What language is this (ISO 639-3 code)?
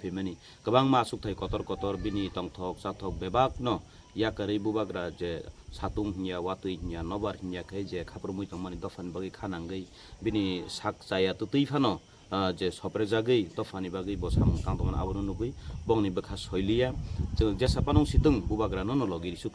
trp